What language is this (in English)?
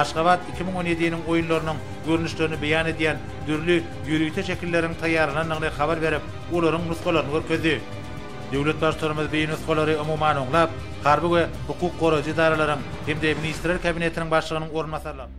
Turkmen